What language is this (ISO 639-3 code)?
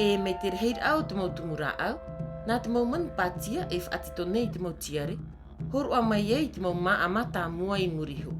tah